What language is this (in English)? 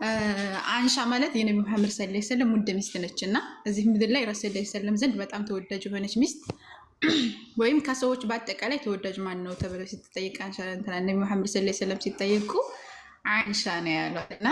Amharic